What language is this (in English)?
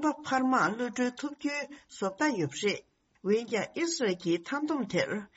Tibetan